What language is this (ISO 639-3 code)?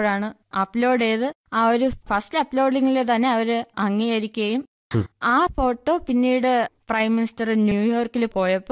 mal